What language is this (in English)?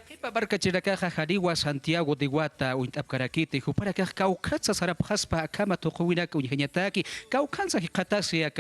Aymara